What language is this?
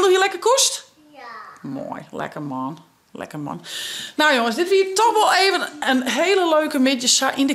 Western Frisian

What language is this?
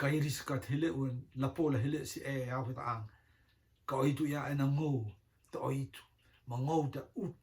Rotuman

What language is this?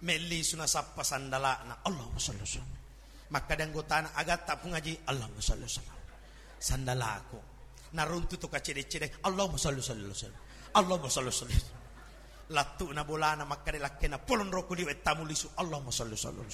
Buginese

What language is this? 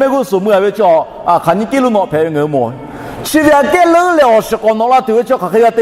Lahu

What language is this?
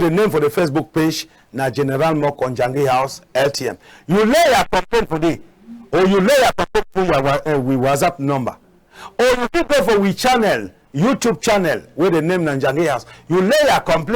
Cameroon Pidgin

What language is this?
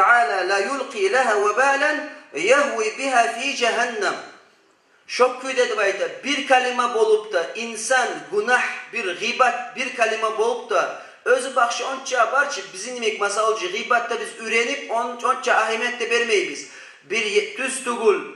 Kumyk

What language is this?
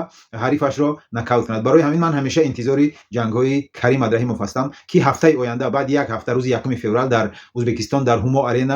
Tajik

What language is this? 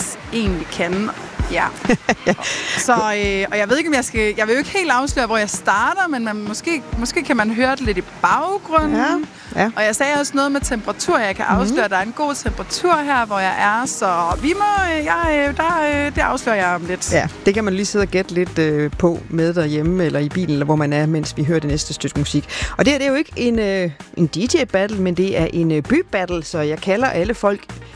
Danish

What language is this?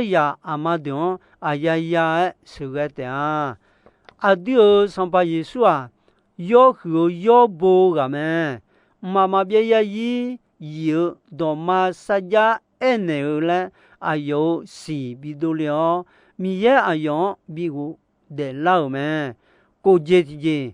Akha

